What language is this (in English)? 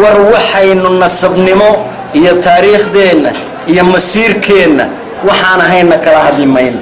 Somali